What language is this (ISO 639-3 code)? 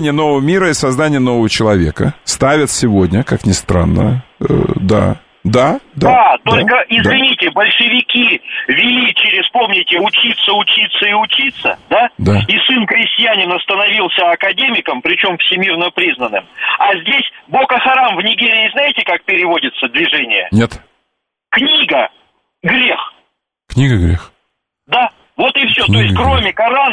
rus